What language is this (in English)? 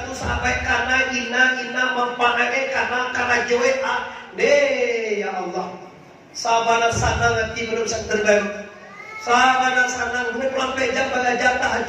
Minangkabau